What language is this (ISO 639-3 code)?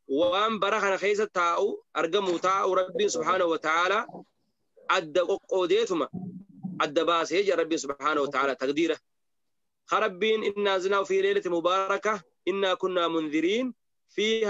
orm